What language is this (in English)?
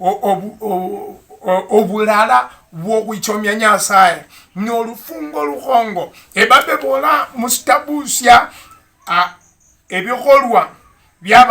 Luyia